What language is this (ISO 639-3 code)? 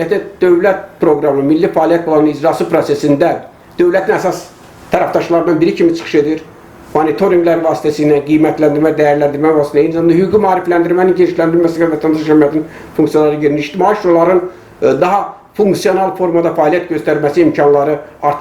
aze